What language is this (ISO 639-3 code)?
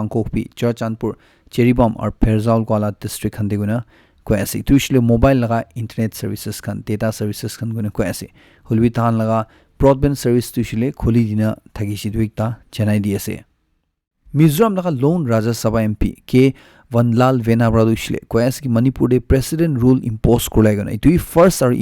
nag